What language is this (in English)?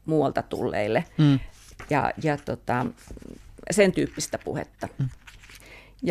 Finnish